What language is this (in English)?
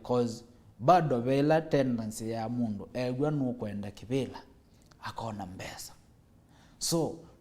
Kamba